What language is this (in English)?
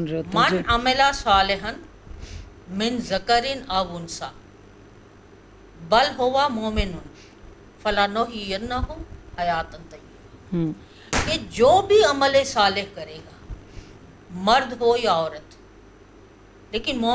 Urdu